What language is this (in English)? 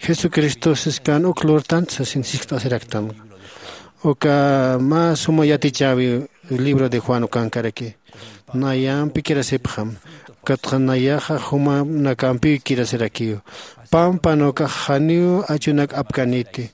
Aymara